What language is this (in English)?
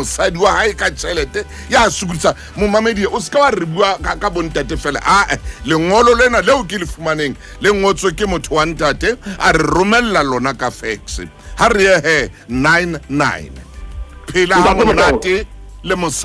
Southern Sotho